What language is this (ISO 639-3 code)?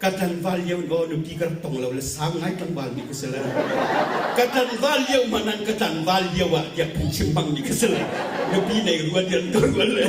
cnh